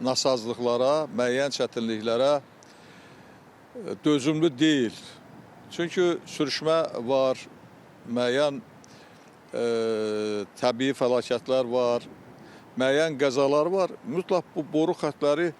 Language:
Azerbaijani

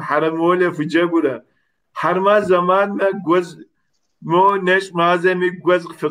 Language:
Kabardian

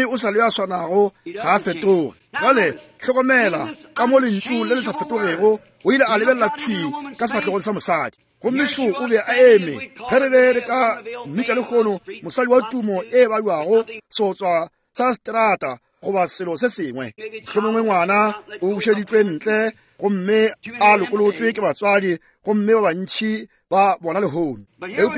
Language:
Northern Sotho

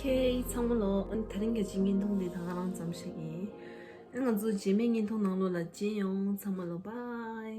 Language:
Tibetan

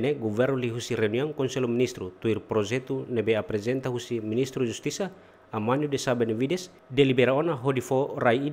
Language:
Tetum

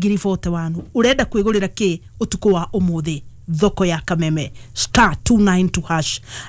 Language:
Kikuyu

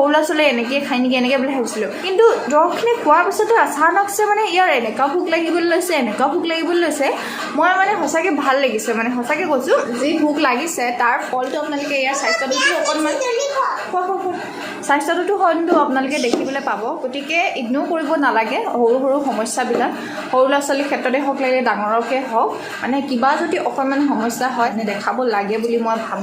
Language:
Assamese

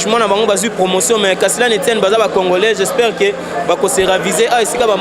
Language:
Lingala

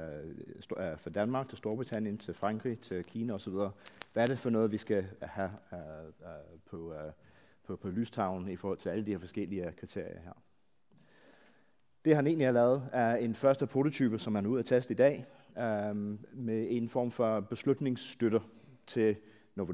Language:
Danish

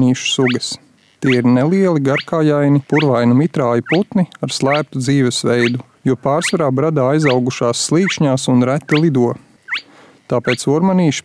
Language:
Latvian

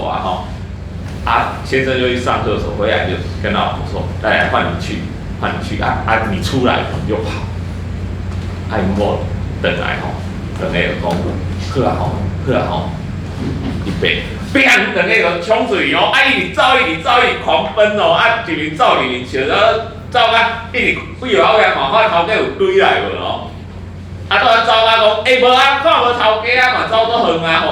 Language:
Min Nan Chinese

